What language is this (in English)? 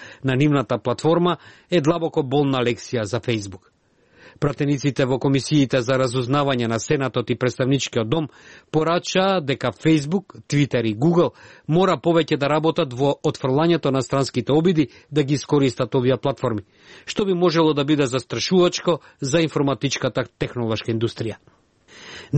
Macedonian